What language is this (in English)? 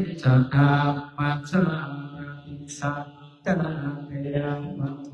Pali